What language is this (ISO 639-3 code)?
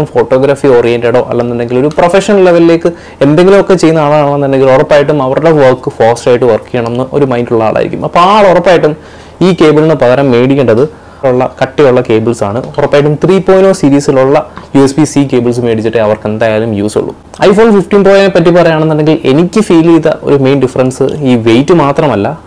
mal